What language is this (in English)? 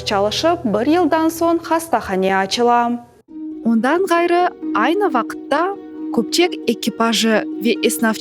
Crimean Tatar